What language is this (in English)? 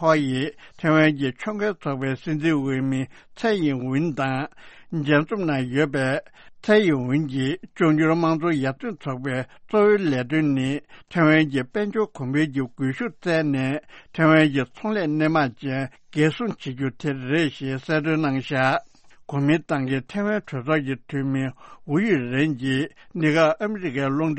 Tibetan